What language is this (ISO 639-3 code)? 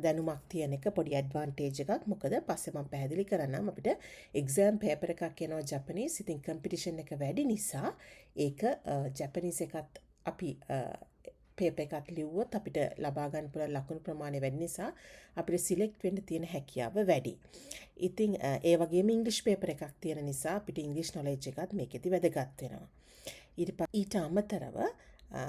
sin